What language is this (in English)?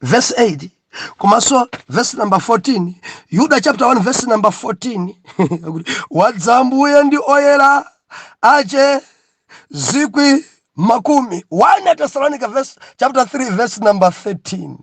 Nyanja